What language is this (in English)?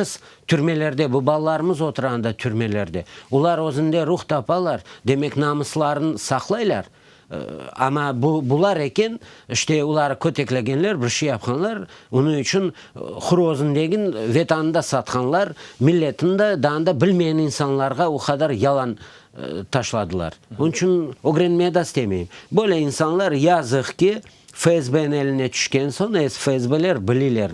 Crimean Tatar